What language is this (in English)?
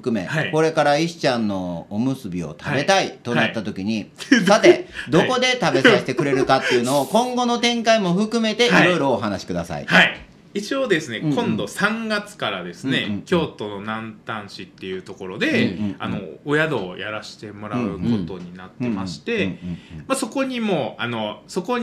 Japanese